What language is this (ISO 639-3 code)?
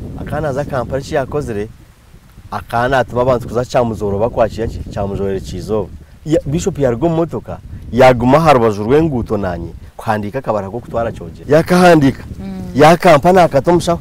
nyn